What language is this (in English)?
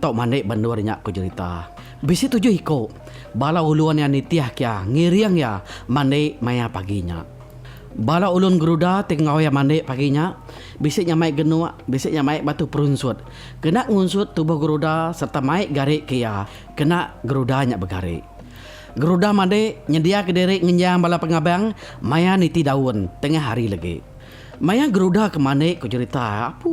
Iban